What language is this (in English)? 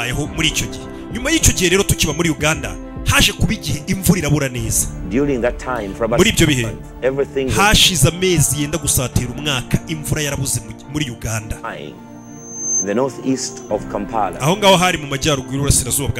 Kinyarwanda